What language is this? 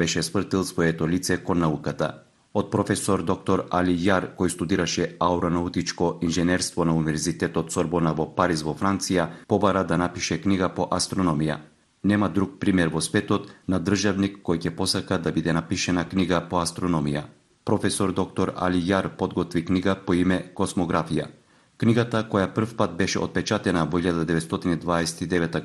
Macedonian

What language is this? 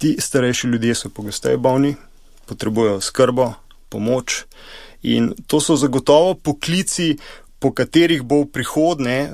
Slovenian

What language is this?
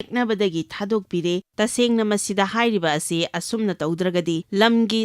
Manipuri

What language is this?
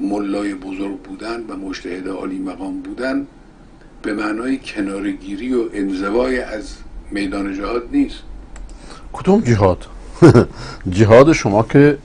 Persian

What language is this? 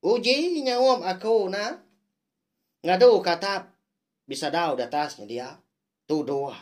Iban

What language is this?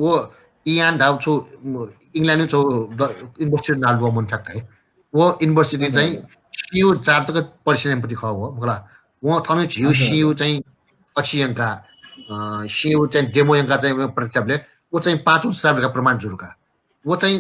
Newari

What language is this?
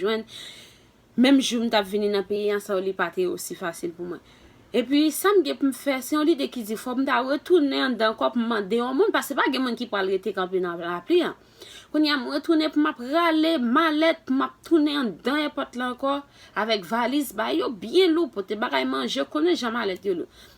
Haitian Creole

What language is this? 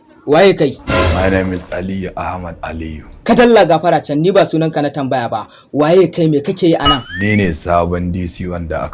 Hausa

